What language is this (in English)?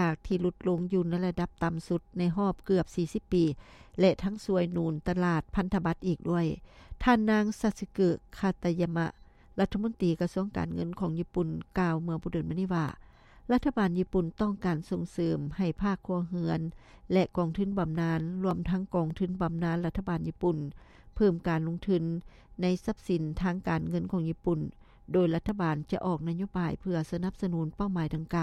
Lao